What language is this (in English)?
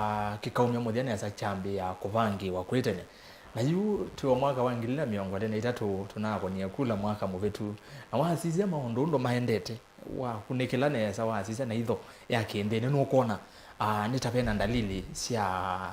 Kamba